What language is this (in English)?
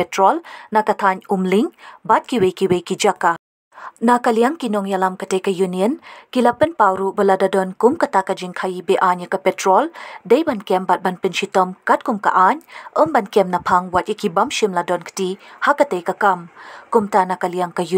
Khasi